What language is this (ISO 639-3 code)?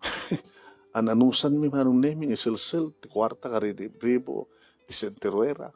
ilo